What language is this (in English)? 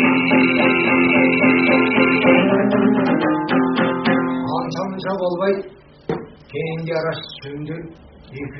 Kazakh